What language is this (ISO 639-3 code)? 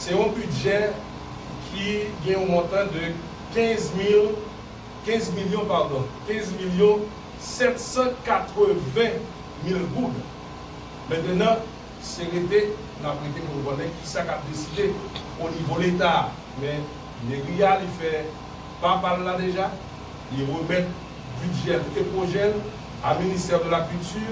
hat